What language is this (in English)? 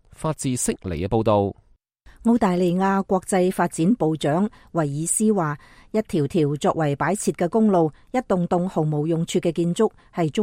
Cantonese